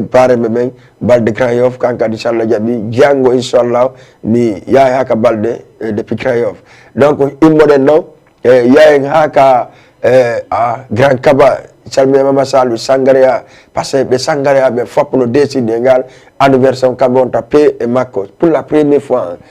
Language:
Fula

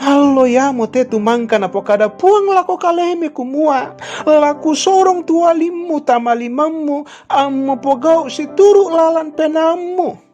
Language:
Toraja-Sa'dan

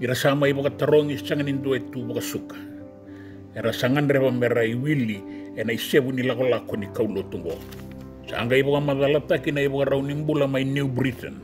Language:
Fijian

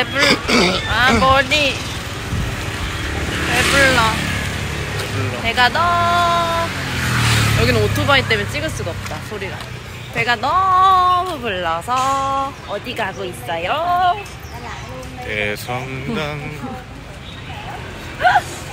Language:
Korean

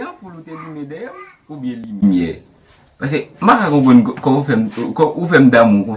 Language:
Haitian Creole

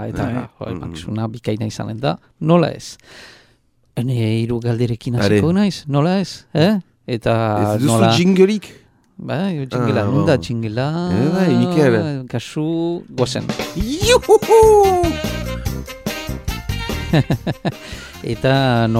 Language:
Basque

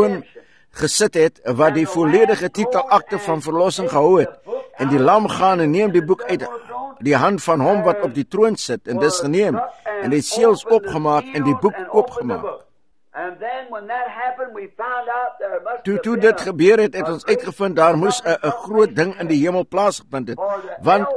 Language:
Afrikaans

